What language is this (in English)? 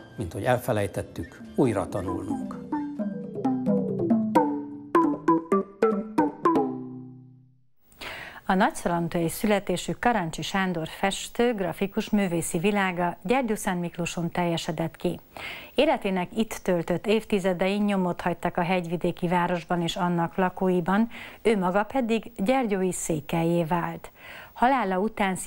Hungarian